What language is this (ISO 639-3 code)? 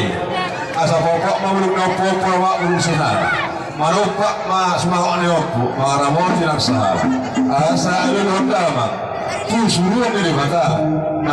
bbc